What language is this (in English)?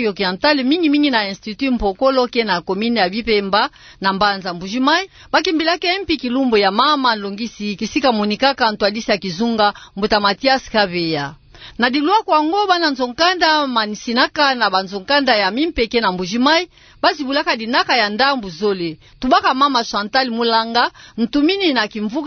Kituba (Democratic Republic of Congo)